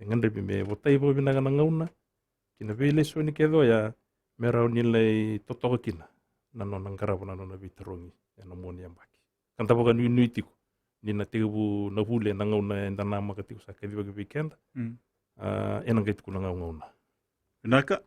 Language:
Fijian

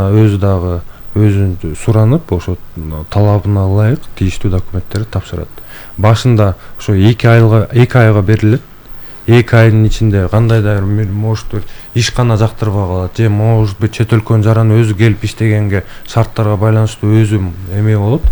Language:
Kyrgyz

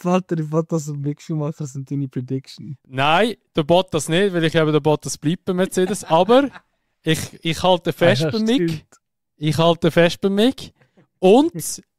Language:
Swiss German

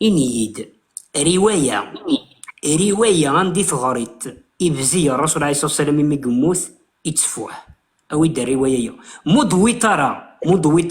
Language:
Kabyle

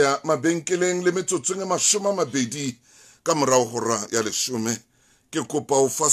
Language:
Southern Sotho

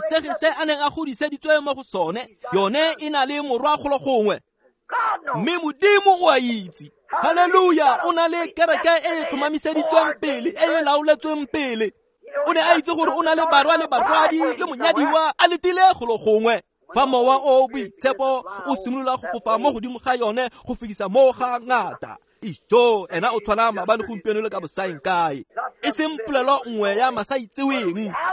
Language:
Tswana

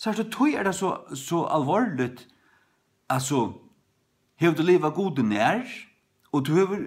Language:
Faroese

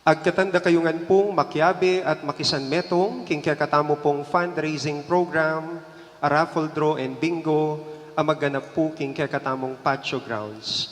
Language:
Pampanga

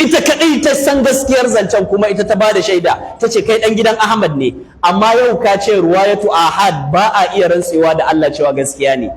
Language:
Hausa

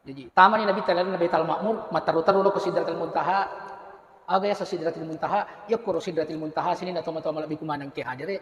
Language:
Buginese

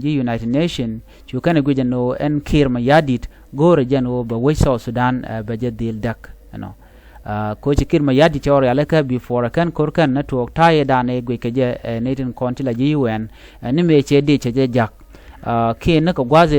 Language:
Nuer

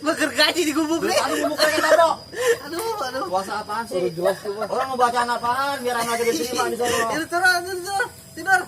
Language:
Betawi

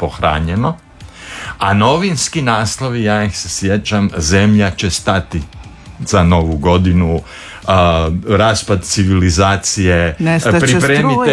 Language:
Croatian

